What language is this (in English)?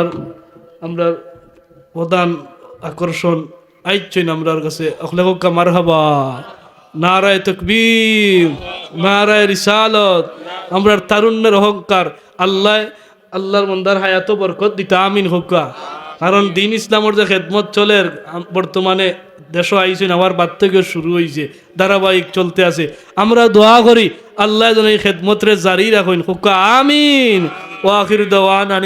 Sylheti